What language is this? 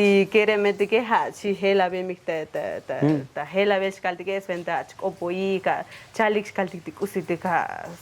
Tzotzil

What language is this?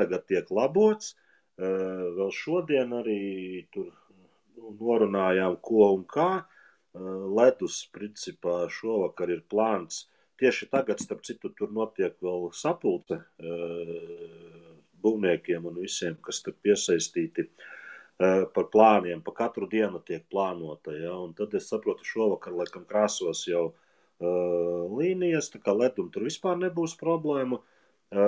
Latvian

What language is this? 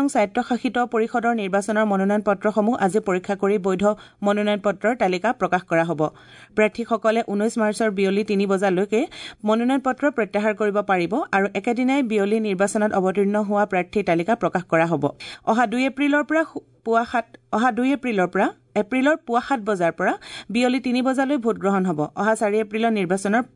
Assamese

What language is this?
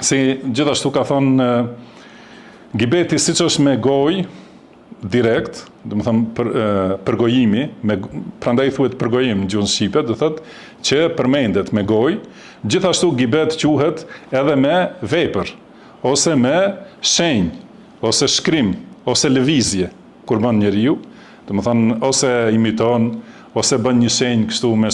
Albanian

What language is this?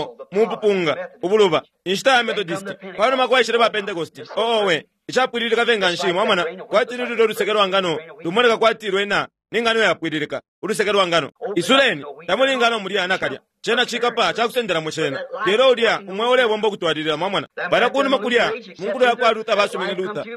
Bemba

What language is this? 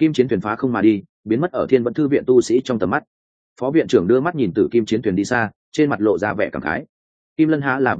Vietnamese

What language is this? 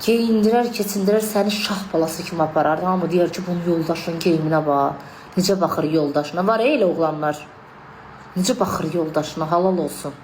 Azerbaijani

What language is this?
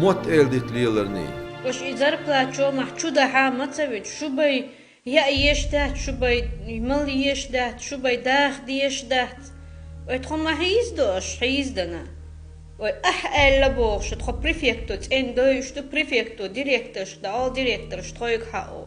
Chechen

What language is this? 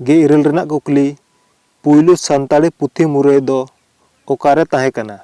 Santali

